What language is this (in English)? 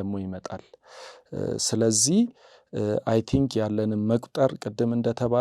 Amharic